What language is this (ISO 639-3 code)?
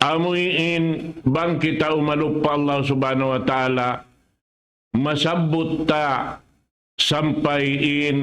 tsg